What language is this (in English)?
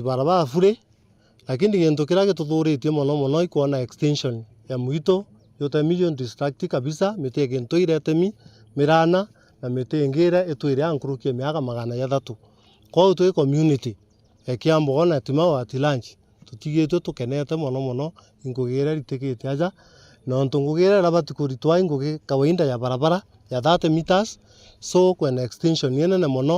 Meru